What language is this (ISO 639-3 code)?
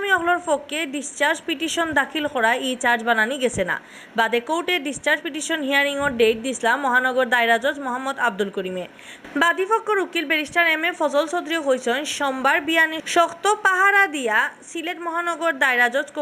syl